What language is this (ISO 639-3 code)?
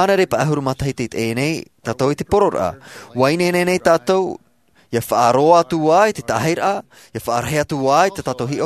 tah